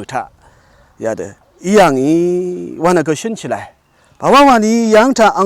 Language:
Rawang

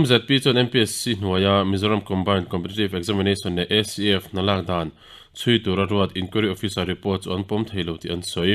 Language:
Mizo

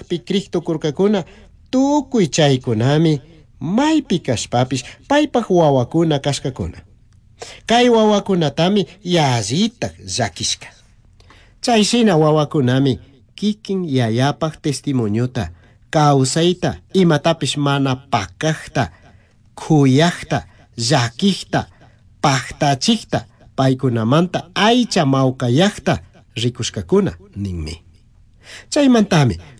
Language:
Chimborazo Highland Quichua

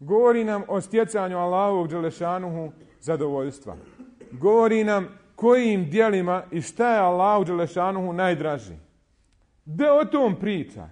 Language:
Bosnian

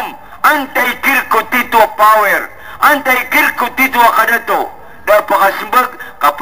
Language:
Maranao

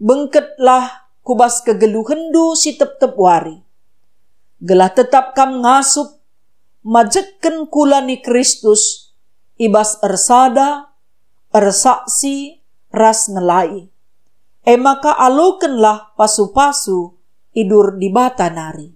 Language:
Batak Karo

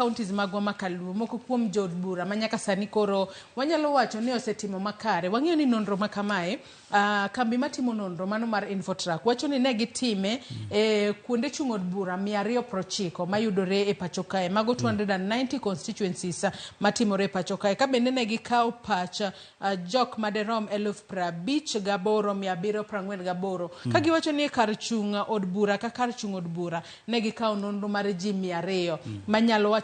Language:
Luo (Kenya and Tanzania)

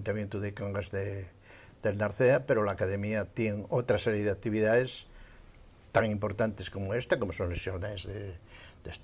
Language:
Asturian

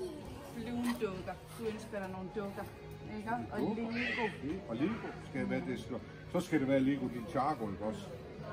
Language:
Danish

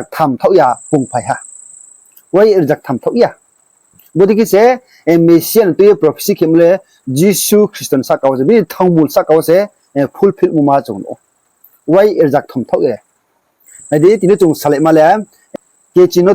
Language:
Riang (India)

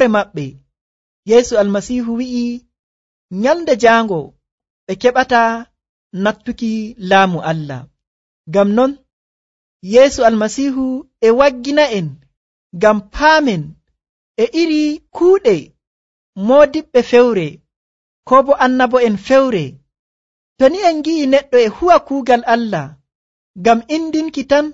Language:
Nigerian Fulfulde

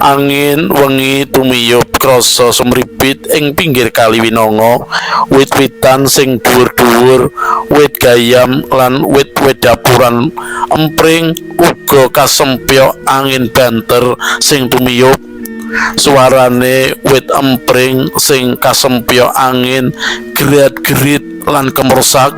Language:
Javanese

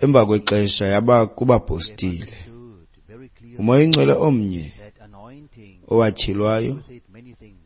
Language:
Xhosa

